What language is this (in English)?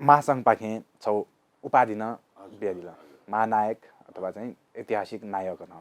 Newari